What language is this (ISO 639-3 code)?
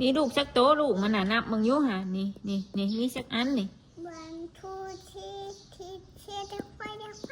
tts